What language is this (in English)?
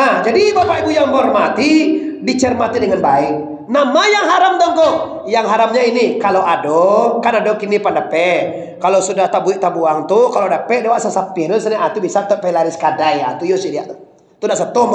Minangkabau